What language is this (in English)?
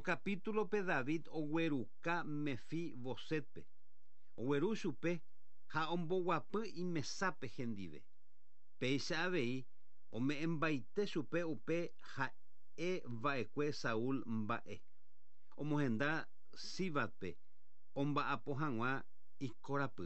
Guarani